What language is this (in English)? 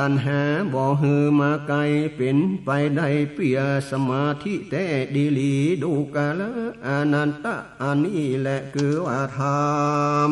Northern Thai